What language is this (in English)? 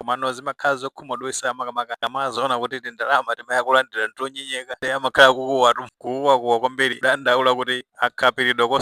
Nyanja